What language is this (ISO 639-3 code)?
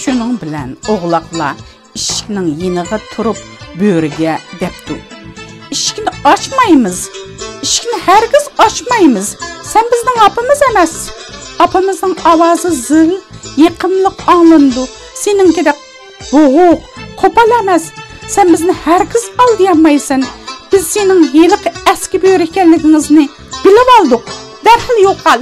uig